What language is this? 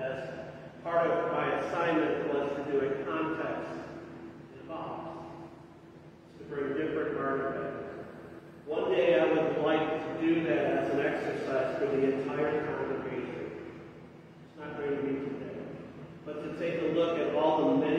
English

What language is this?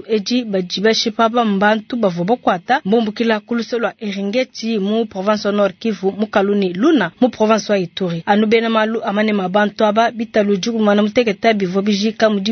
Luba-Lulua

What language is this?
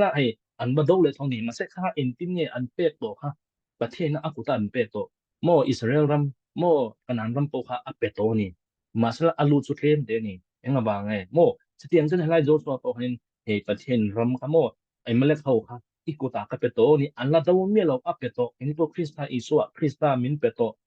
Mizo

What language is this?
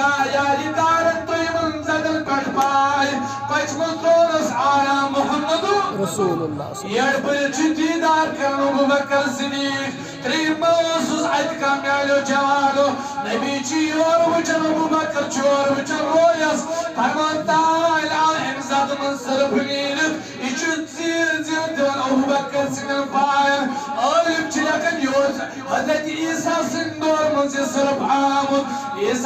Kashmiri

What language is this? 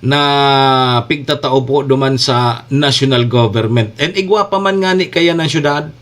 Bikol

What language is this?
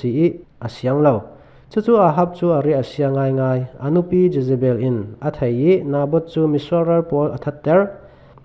Falam Chin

